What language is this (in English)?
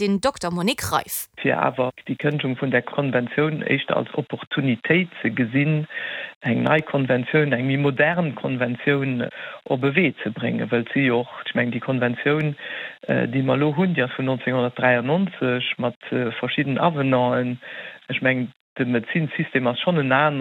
Luxembourgish